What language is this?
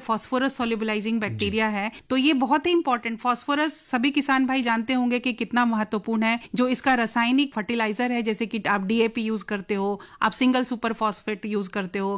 Hindi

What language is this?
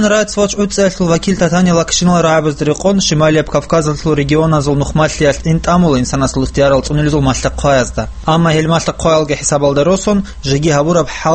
Avaric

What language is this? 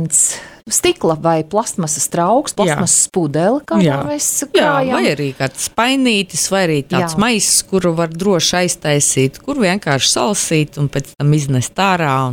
Latvian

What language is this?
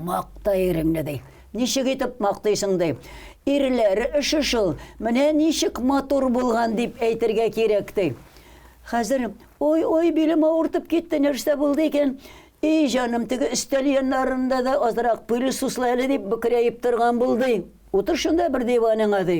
Tatar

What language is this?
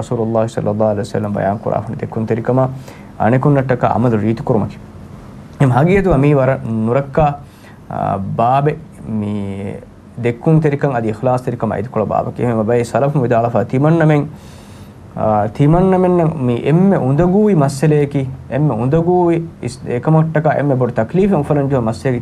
Divehi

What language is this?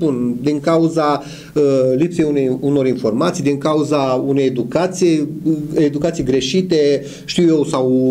Romanian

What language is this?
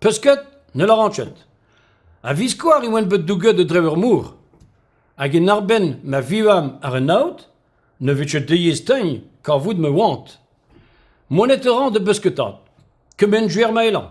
Breton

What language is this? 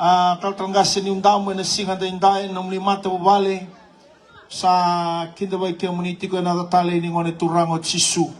Fijian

